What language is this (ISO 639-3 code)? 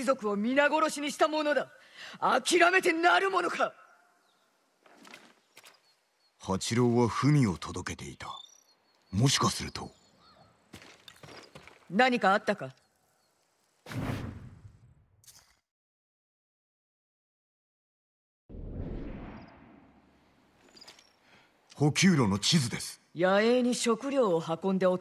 jpn